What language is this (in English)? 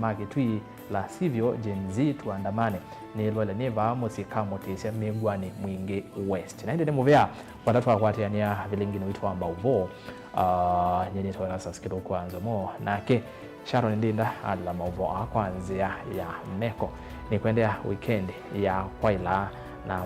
Kamba